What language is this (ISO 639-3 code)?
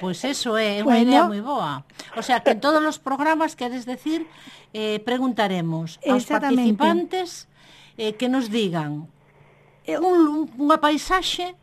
glg